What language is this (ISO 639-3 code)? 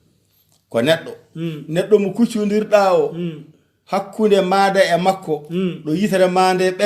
ful